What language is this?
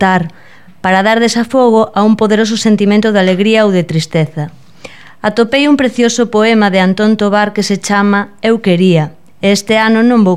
Galician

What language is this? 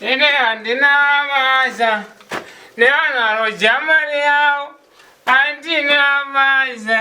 Shona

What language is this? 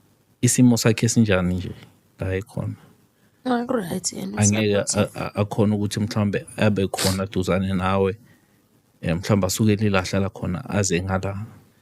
Zulu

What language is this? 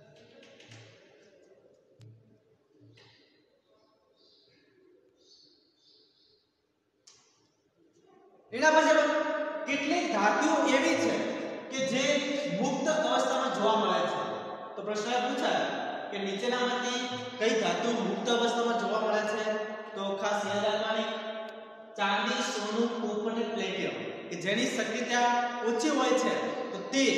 Gujarati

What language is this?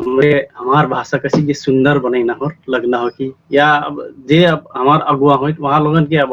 Dangaura Tharu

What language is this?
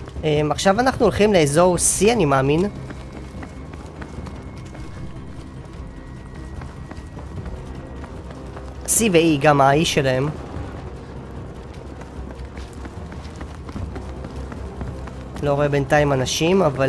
Hebrew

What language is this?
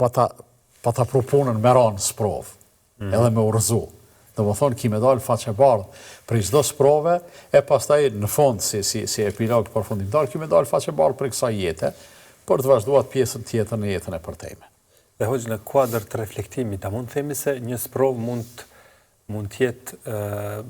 Albanian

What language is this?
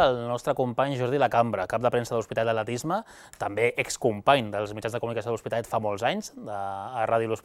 Catalan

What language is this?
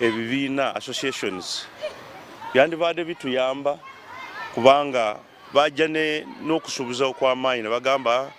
Ganda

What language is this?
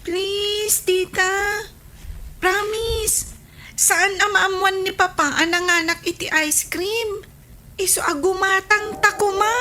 Iloko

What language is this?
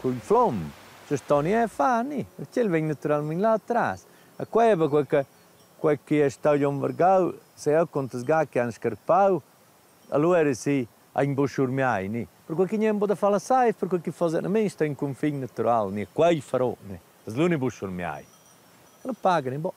Romansh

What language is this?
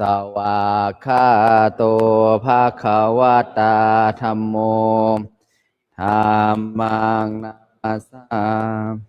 Pali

